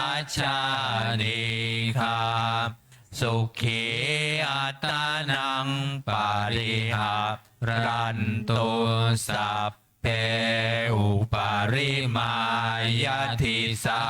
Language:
Pali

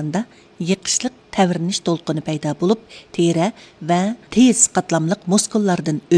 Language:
Uyghur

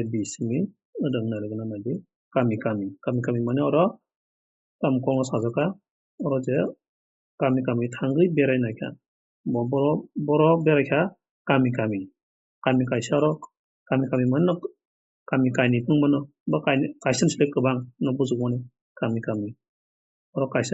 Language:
Kok Borok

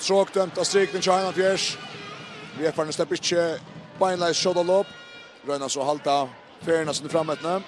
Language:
Faroese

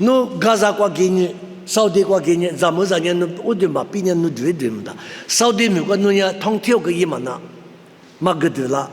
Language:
Lisu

